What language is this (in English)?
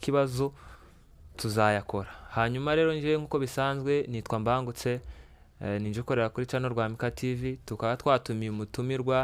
Kinyarwanda